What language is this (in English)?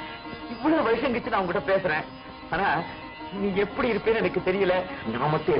Tamil